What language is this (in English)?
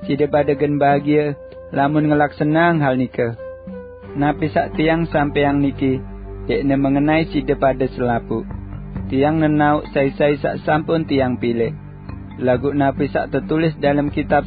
Sasak